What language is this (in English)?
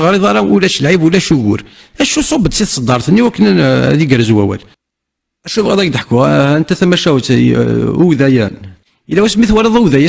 Kabyle